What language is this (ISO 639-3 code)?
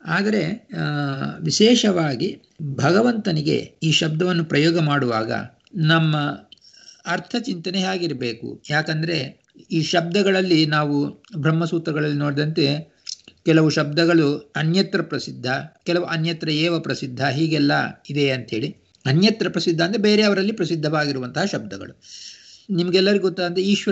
kan